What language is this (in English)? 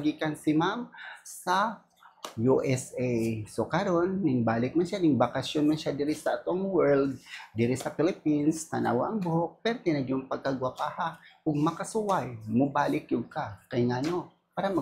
Cebuano